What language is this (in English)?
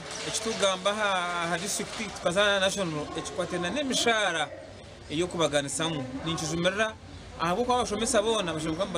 Nyankole